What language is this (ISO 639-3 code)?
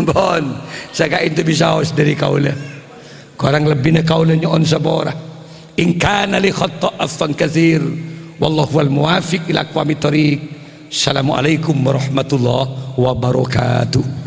mad